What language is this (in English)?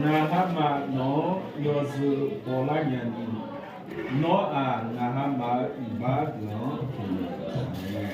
Akha